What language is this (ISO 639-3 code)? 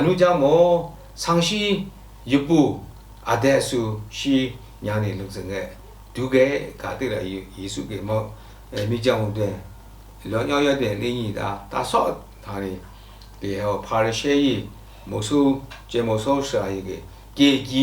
lsi